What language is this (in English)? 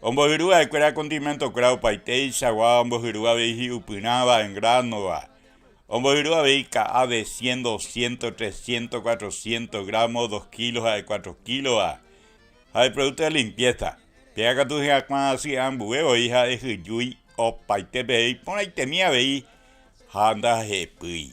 Guarani